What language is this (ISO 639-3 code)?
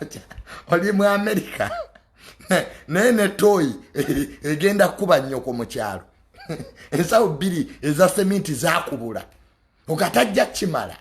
lug